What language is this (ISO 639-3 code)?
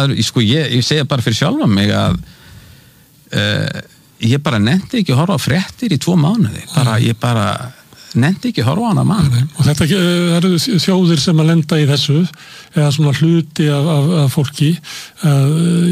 isl